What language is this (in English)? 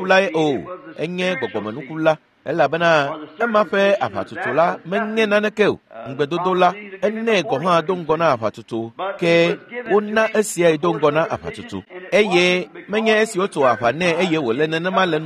Ewe